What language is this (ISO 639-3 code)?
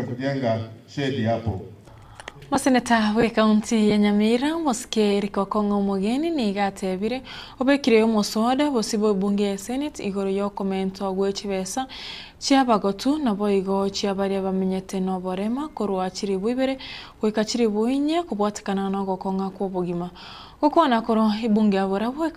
guz